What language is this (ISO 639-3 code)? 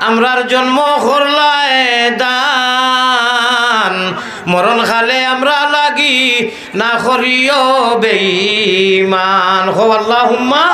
syl